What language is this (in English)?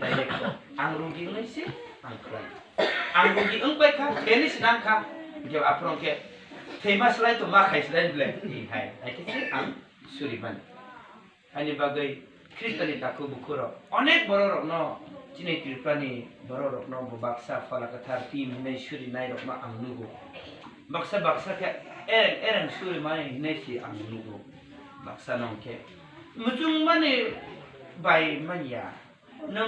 Kok Borok